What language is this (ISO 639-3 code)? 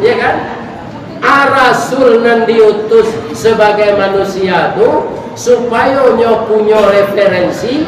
min